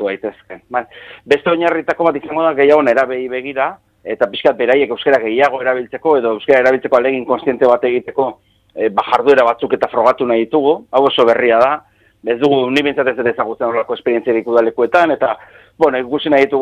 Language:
Basque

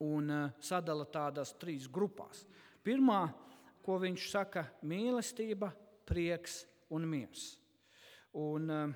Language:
Latvian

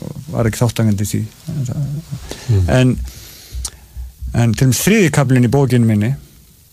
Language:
Icelandic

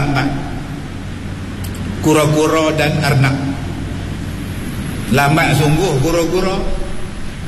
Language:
Malay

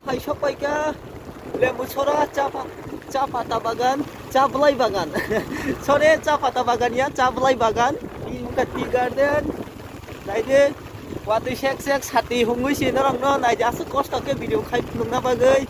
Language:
Kok Borok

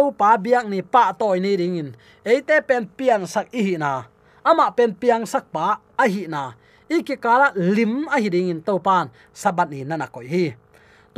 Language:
Tedim Chin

